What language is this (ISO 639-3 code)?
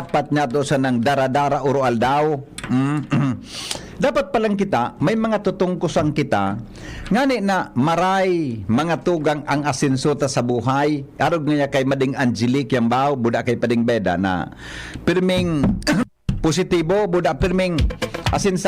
bik